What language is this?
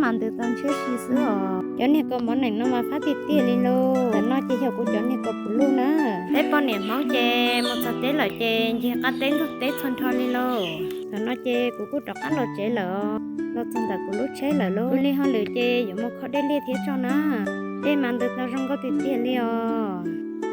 Hmong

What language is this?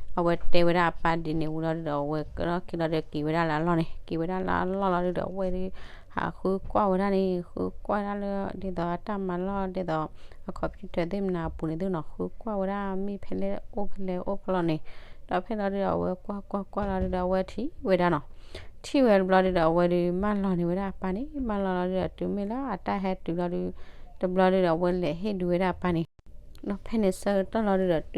S'gaw Karen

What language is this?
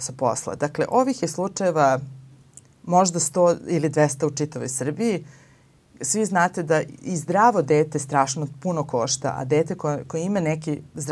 Serbian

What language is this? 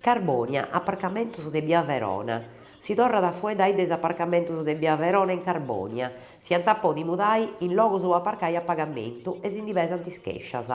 Sardinian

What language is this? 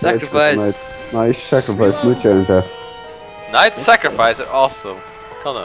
Faroese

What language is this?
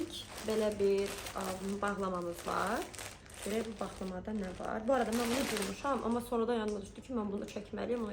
Azerbaijani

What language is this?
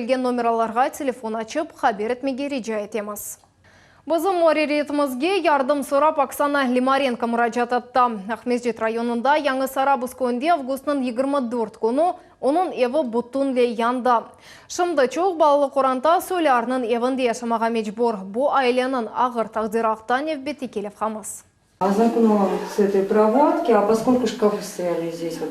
Crimean Tatar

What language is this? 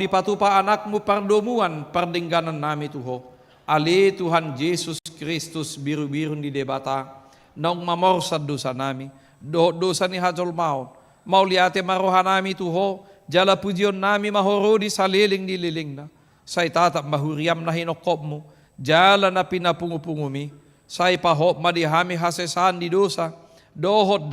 Batak Toba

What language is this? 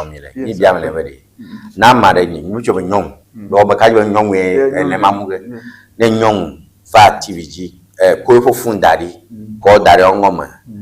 Ewe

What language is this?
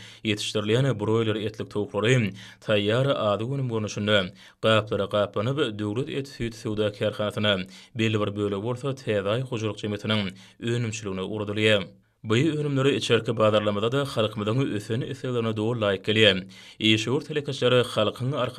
Turkmen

